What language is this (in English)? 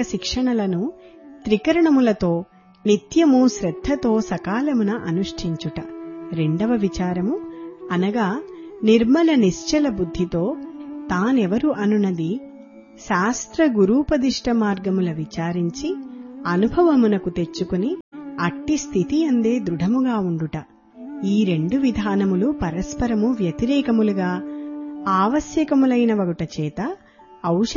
Telugu